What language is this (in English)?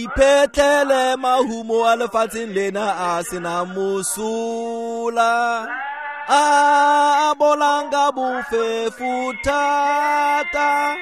Tswana